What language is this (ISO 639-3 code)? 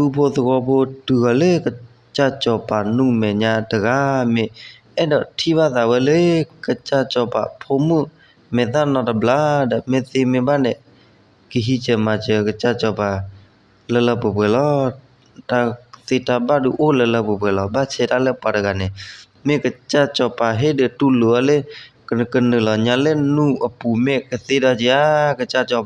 ksw